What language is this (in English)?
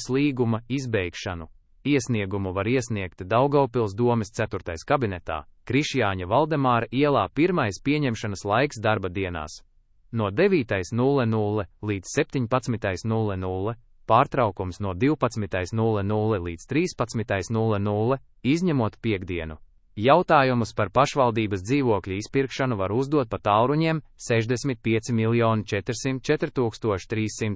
Latvian